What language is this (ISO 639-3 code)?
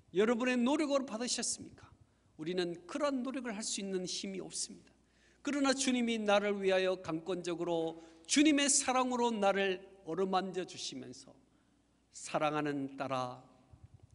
kor